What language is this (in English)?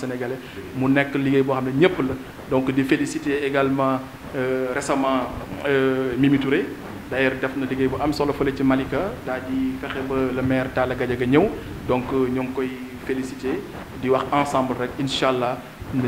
Wolof